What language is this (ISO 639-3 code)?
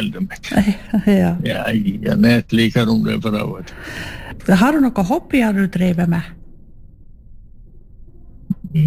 nor